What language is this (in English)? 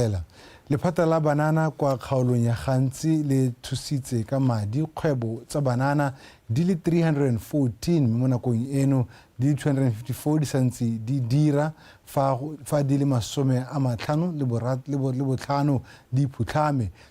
Tswana